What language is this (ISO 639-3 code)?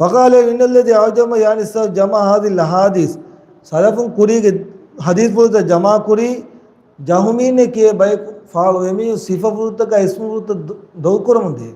div